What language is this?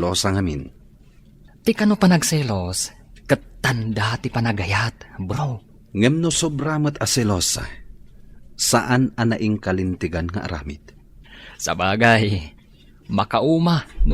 Iloko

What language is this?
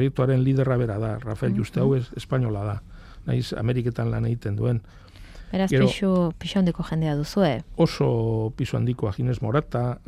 Basque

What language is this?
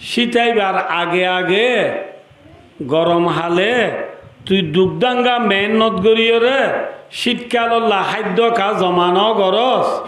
Rohingya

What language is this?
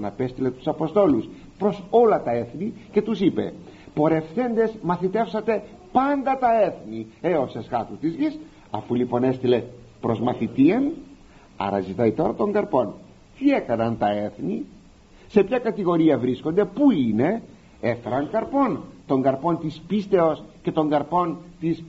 Greek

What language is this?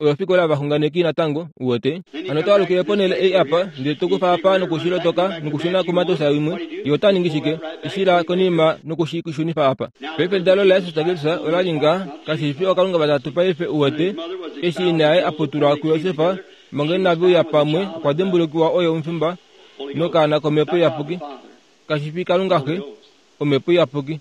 Kuanyama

